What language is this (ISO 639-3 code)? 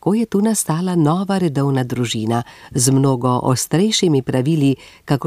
slv